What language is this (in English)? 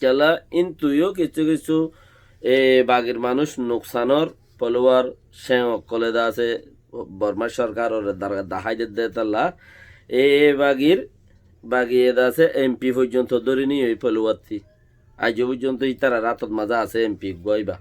Rohingya